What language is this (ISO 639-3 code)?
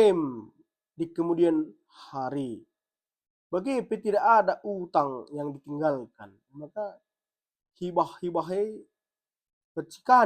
btx